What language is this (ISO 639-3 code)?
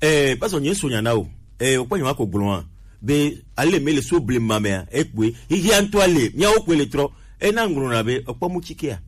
gej